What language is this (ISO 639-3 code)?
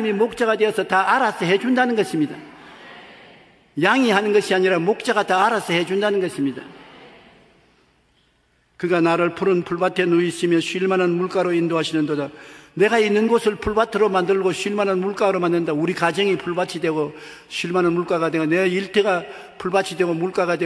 kor